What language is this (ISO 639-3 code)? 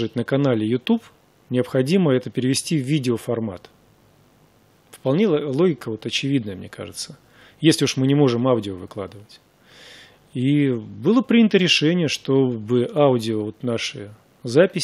rus